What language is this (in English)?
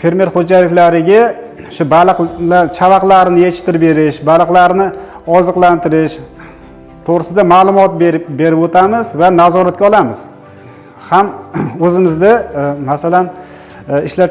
Uzbek